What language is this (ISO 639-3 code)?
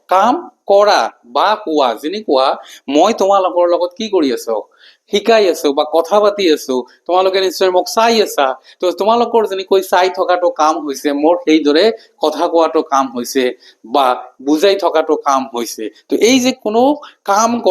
asm